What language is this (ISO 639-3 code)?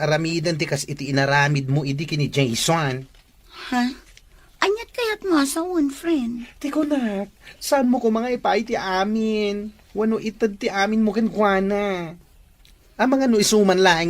ilo